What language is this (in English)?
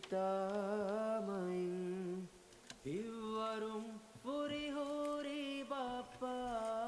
Divehi